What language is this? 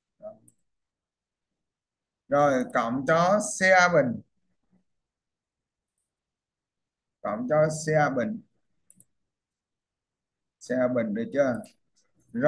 Vietnamese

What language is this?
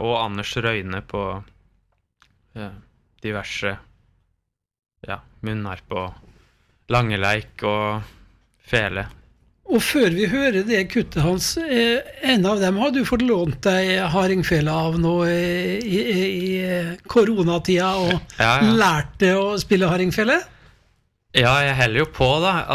Norwegian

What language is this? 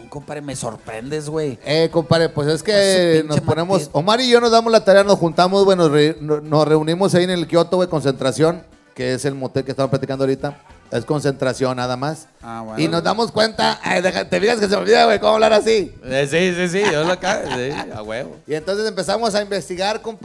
Spanish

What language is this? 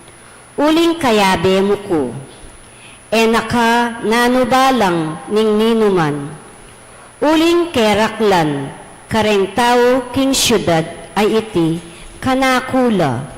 Pampanga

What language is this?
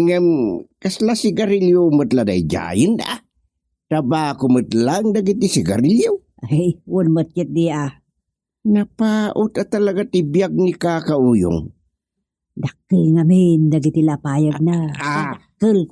Iloko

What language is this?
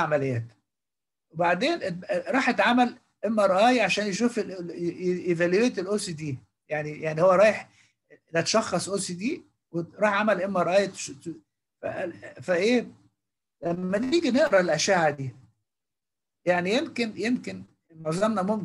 Egyptian Arabic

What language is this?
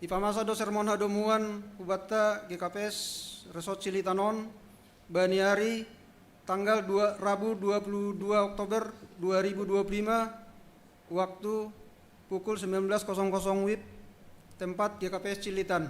Batak Simalungun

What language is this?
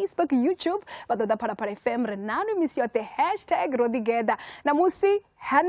Venda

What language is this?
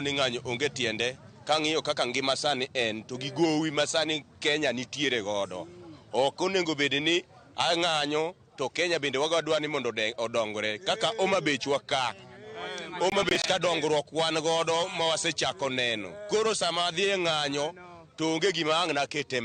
Luo (Kenya and Tanzania)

